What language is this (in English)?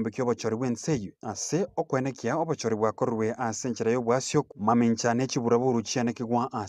Gusii